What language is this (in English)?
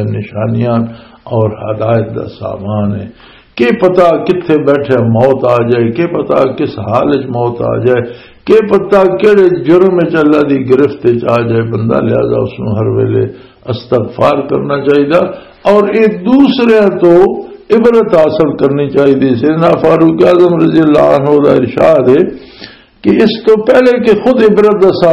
Western Panjabi